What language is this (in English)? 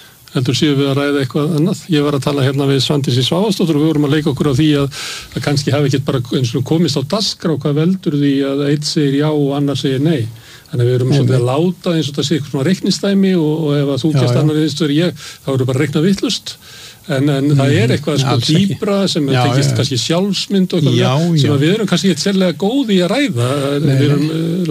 Icelandic